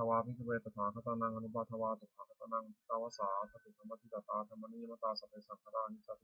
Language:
Pali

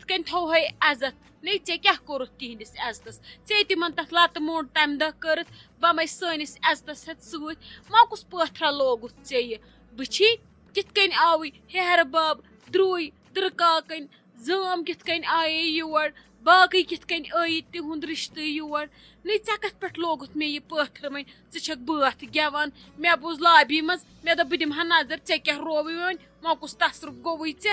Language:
Kashmiri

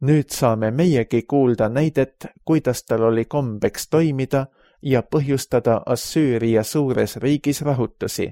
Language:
Estonian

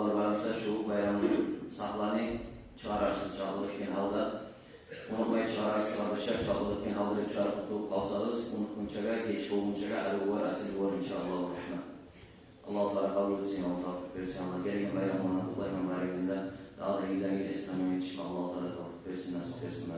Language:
Kumyk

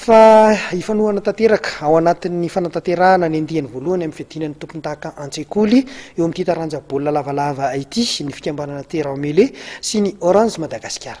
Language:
Malagasy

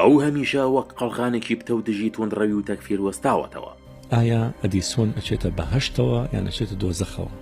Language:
Central Kurdish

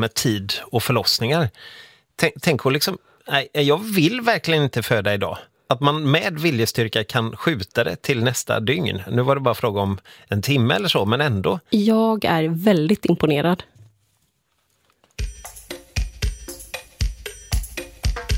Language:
Swedish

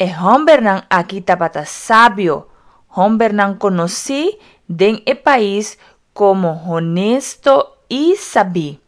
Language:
Papiamento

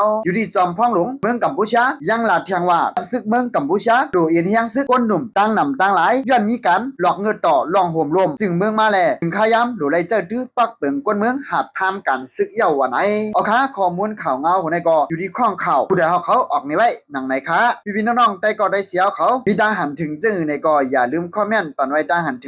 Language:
Shan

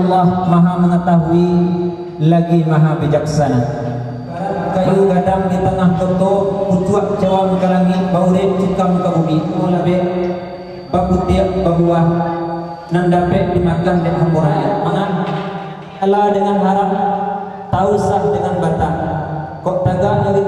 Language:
Minangkabau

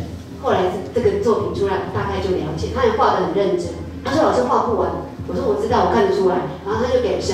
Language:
Chinese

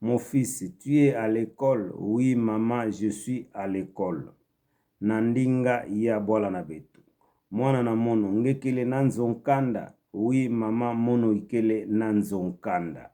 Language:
Kituba (Democratic Republic of Congo)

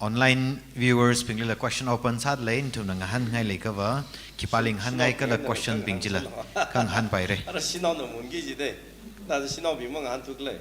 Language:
Tangkhul Naga (India)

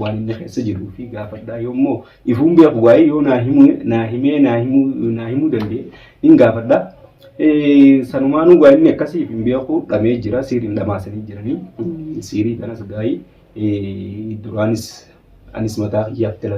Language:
Oromo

